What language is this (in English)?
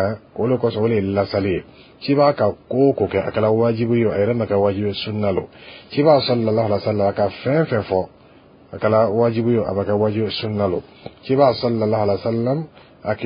Dyula